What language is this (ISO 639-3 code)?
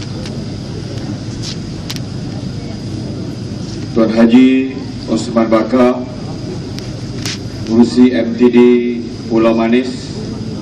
msa